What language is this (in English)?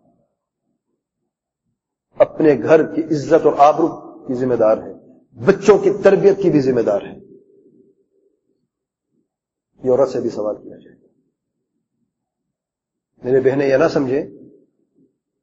Urdu